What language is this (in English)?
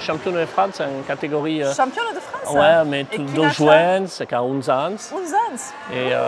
Occitan